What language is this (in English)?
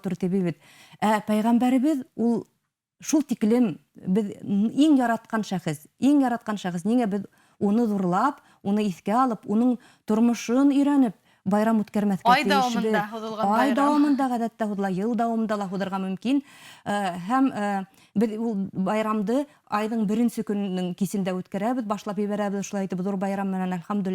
Bashkir